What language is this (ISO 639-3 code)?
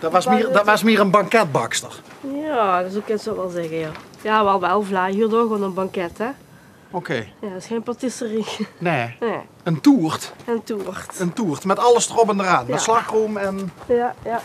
lim